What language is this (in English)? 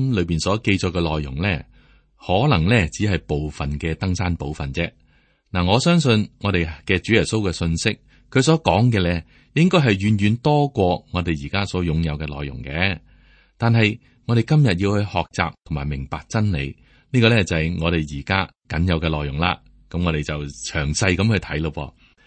Cantonese